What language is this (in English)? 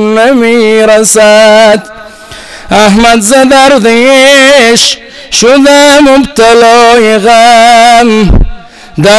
Persian